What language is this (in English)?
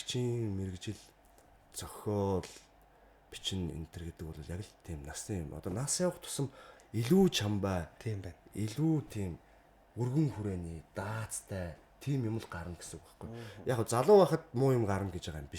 Mongolian